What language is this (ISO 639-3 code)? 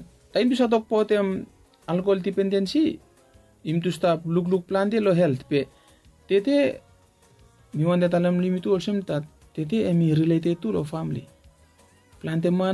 bis